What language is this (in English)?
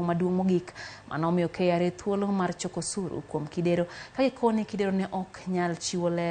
Luo (Kenya and Tanzania)